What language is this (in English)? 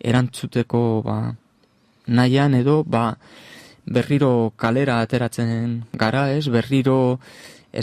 Basque